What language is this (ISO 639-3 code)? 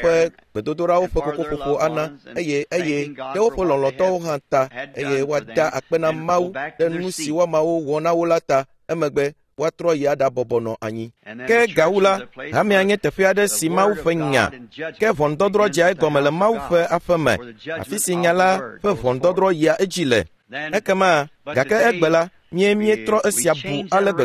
ewe